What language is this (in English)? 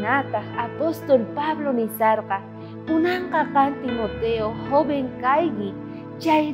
South Bolivian Quechua